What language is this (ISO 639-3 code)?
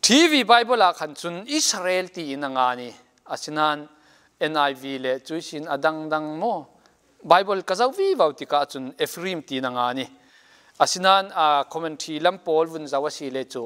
cfm